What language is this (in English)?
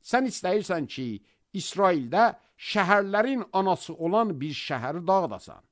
Azerbaijani